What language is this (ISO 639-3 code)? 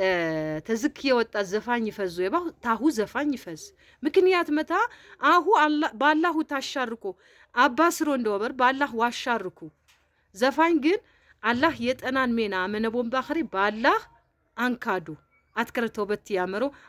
amh